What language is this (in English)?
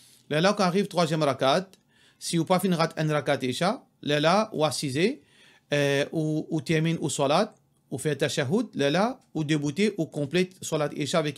Morisyen